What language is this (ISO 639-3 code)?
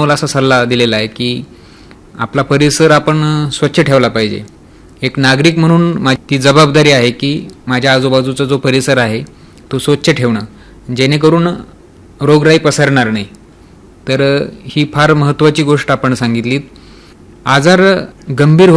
mar